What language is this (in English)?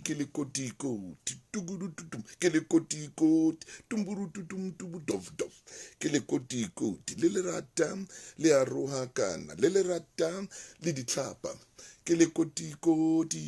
Southern Sotho